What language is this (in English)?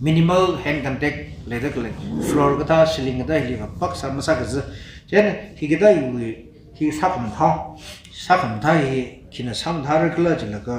Tangkhul Naga (India)